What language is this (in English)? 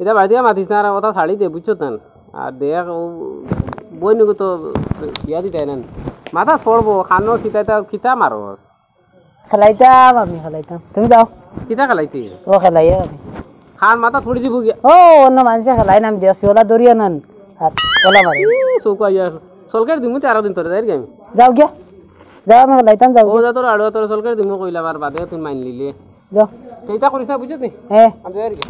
Sylheti